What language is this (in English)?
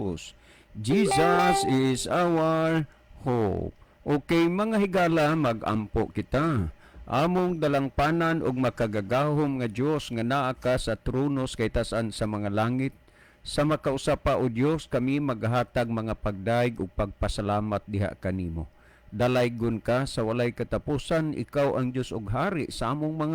Cebuano